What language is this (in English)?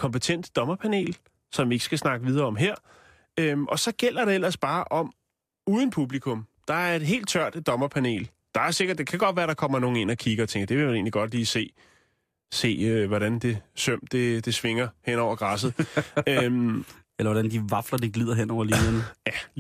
Danish